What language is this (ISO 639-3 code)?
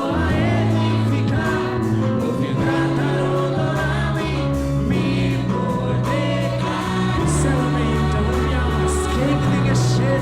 pap